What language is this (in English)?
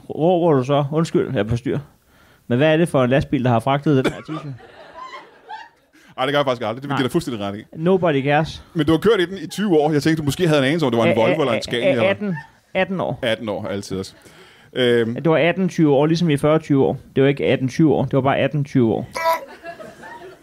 Danish